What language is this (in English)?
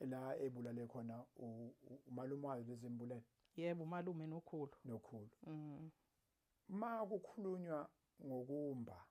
Zulu